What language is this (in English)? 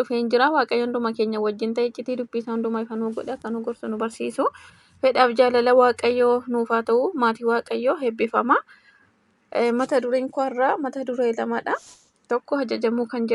Oromo